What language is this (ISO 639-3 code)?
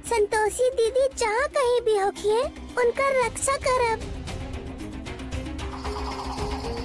bho